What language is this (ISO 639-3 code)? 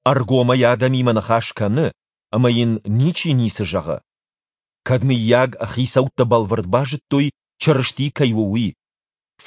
oss